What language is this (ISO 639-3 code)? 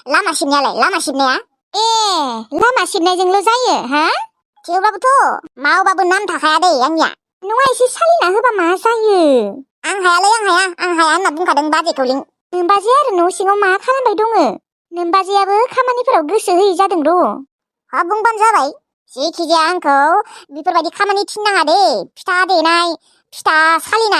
brx